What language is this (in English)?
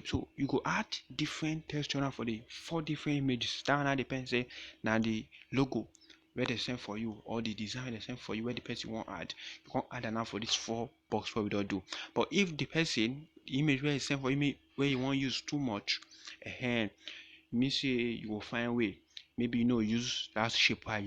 Nigerian Pidgin